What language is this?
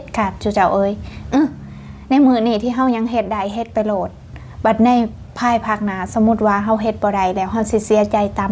Lao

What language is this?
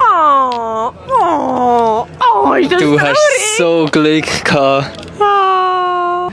Swiss German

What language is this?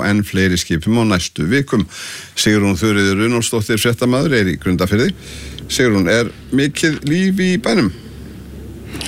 Icelandic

